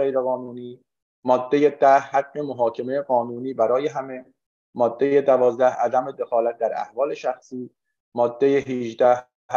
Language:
Persian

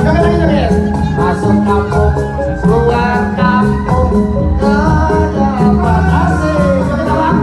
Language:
Betawi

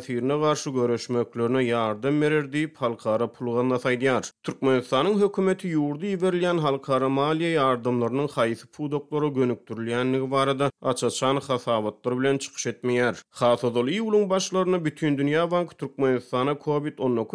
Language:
Turkmen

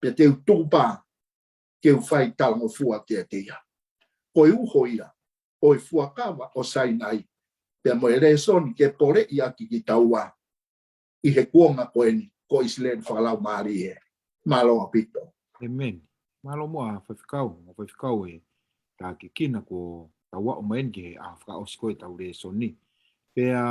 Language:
Tongan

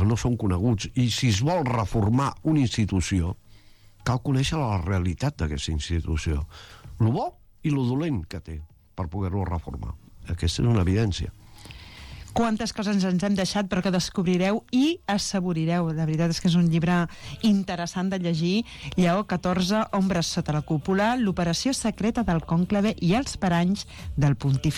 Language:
Catalan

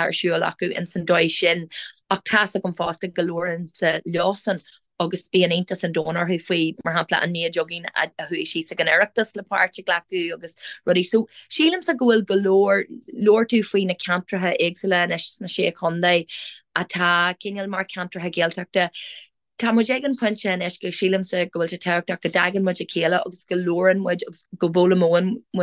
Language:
Irish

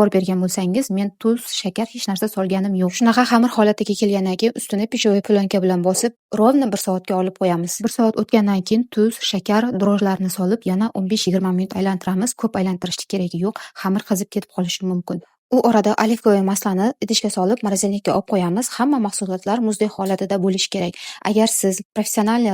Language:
Uzbek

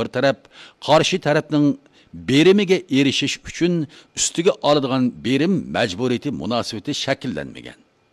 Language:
Uyghur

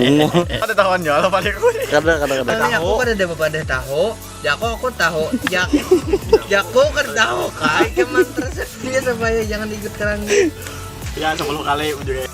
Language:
Banjar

